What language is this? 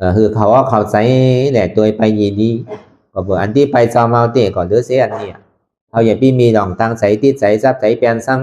Shan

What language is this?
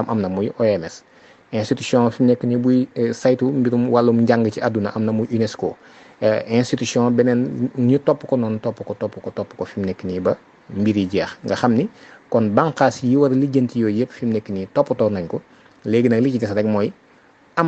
Wolof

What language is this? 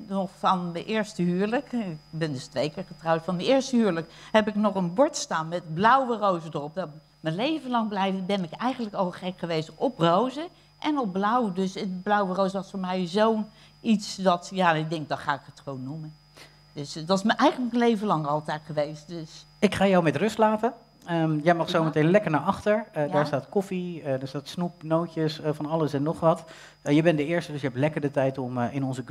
Dutch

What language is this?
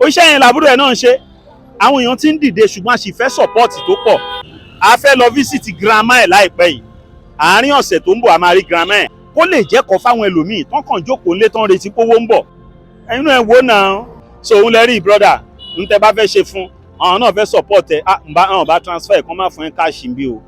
Yoruba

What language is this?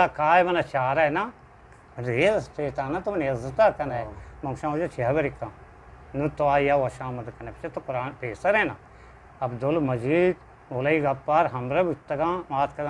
Eastern Balochi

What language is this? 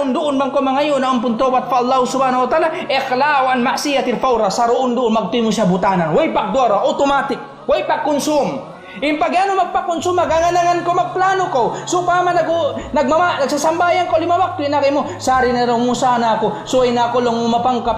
Tausug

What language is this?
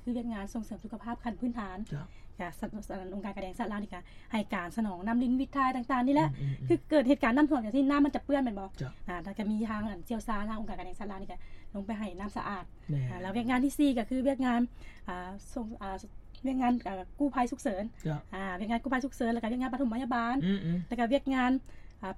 Lao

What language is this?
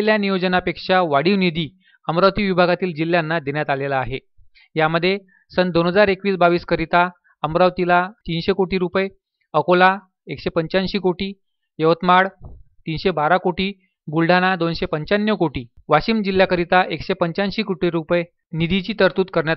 Marathi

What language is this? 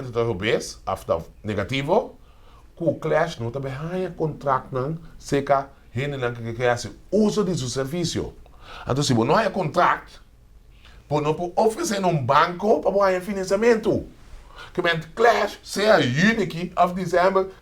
Papiamento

